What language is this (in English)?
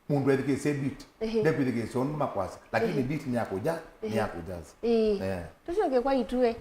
Kamba